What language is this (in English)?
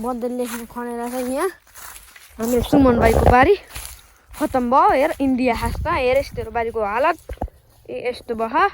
Nepali